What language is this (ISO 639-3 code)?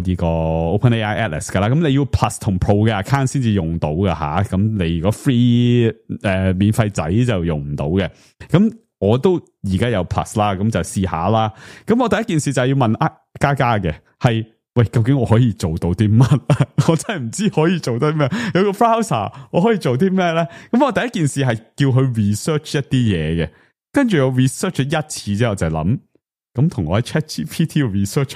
yue